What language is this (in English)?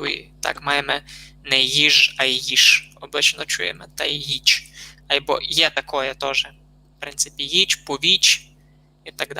Rusyn